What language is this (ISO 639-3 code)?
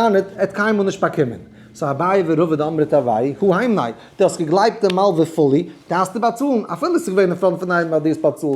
yid